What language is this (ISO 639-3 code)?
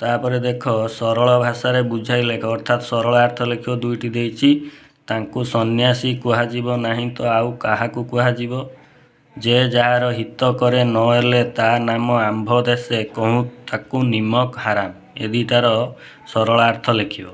ori